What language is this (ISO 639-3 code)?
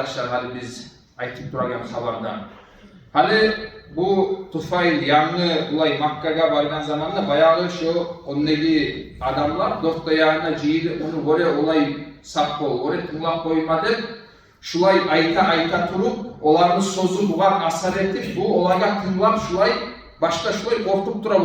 kum